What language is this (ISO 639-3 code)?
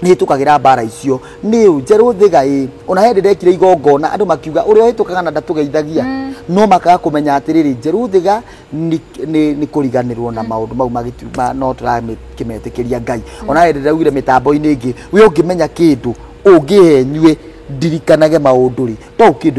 kik